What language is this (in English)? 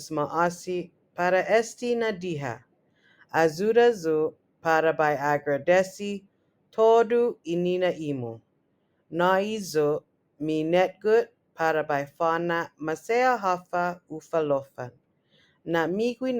Chamorro